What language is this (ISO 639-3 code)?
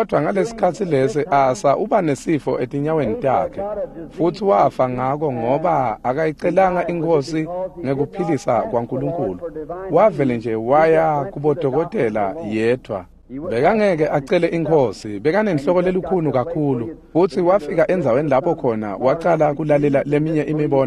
ssw